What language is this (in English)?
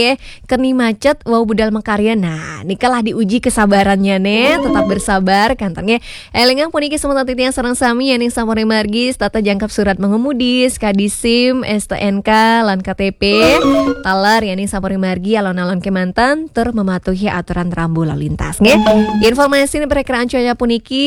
Balinese